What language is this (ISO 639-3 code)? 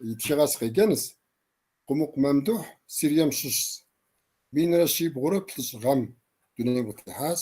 kbd